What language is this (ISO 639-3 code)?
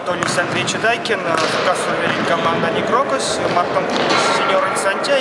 myv